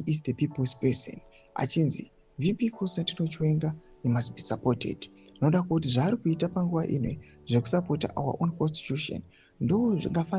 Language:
Shona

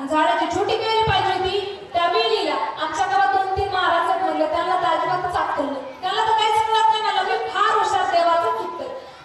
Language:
Marathi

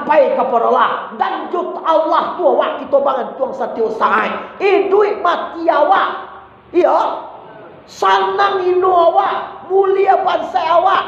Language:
Minangkabau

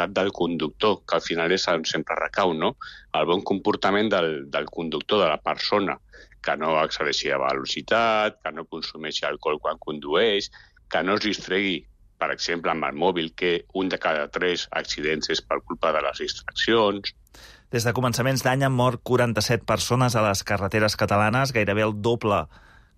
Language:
Catalan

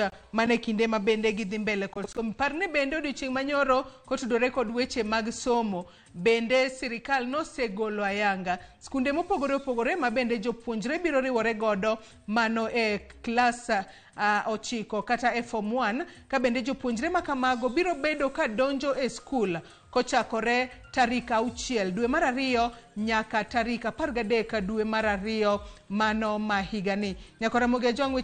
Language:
Luo (Kenya and Tanzania)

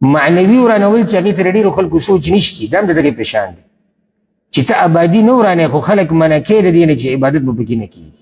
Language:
Pashto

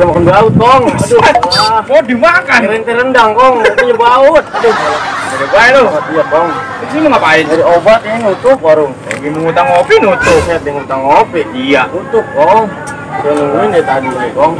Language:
Betawi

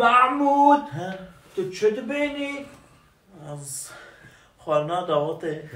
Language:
Kurdish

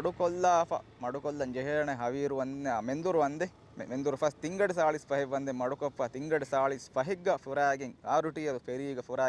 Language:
Divehi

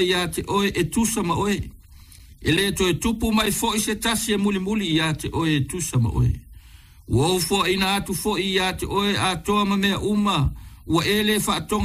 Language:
Samoan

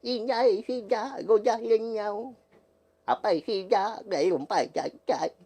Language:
Iban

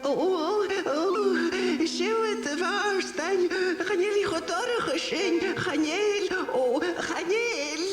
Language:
Scottish Gaelic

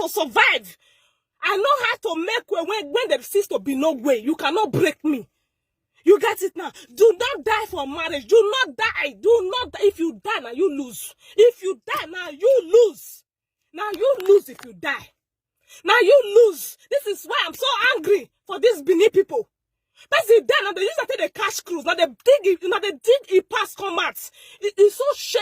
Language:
Nigerian Pidgin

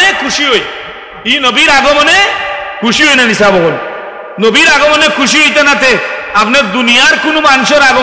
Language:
Sylheti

